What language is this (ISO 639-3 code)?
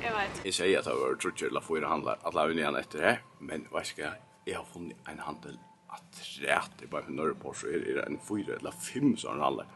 fao